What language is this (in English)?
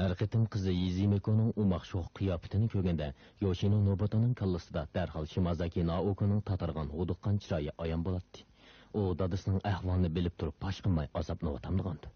Uyghur